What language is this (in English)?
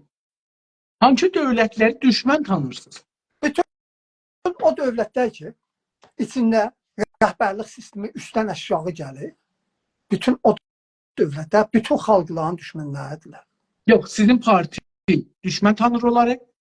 South Azerbaijani